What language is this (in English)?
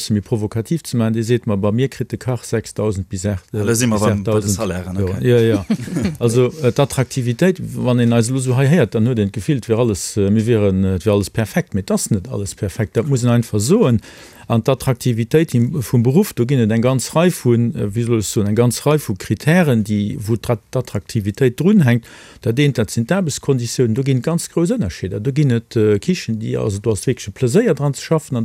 Luxembourgish